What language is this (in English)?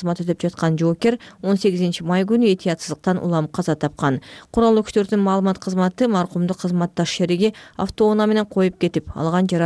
Kyrgyz